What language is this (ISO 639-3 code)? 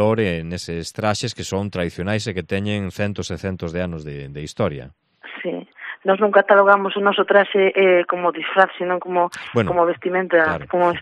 glg